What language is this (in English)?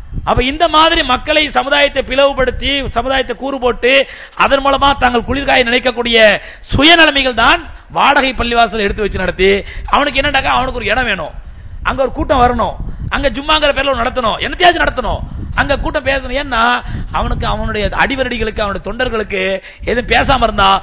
Tamil